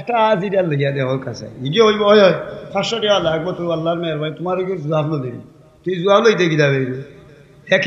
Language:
Sylheti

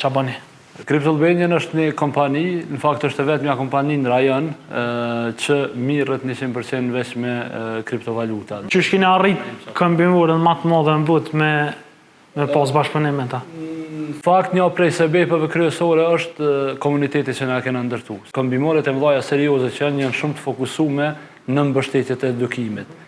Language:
Albanian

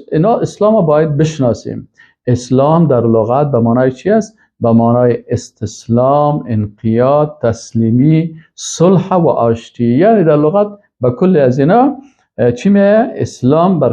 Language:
Persian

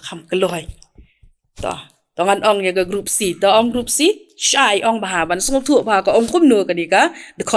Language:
Khasi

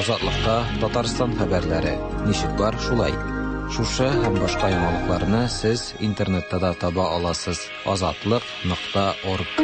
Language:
Tatar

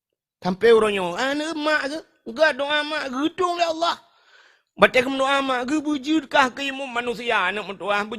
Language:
Achinese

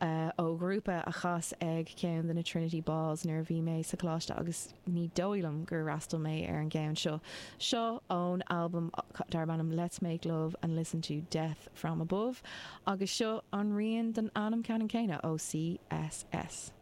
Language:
Irish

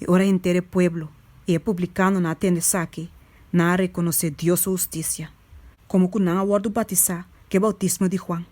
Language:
Papiamento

